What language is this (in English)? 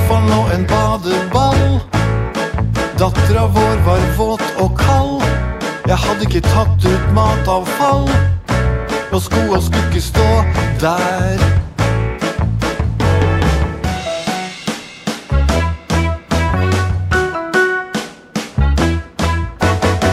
Norwegian